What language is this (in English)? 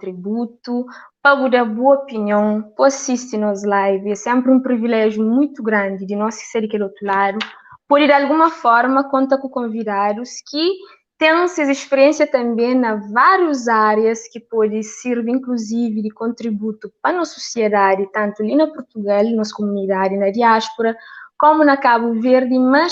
Kabuverdianu